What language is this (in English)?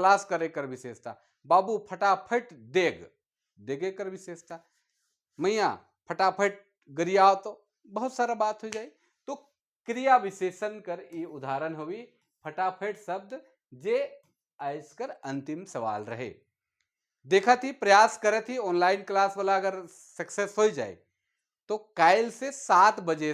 Sadri